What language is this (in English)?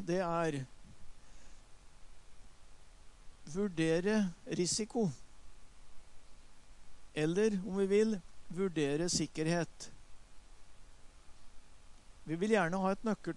Norwegian